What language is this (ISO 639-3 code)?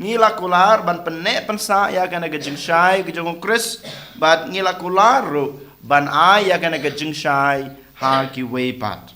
kha